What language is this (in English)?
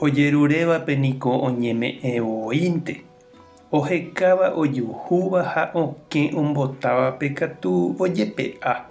Guarani